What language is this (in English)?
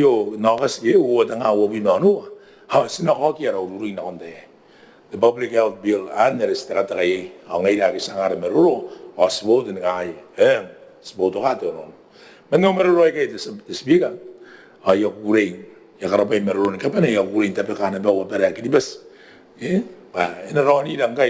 Gilbertese